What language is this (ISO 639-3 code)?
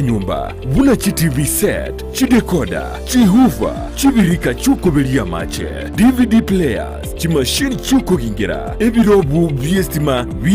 guz